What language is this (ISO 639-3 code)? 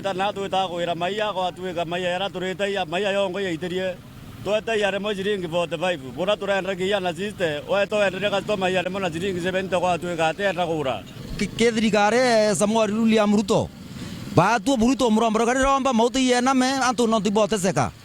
mer